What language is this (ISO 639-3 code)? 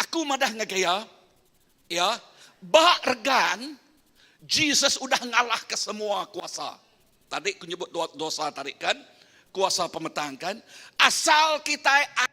iba